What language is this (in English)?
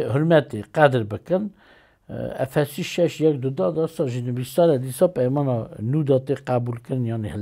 Kurdish